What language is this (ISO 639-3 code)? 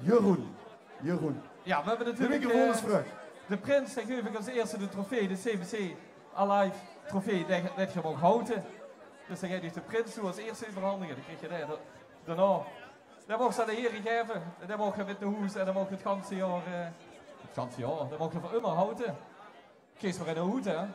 lim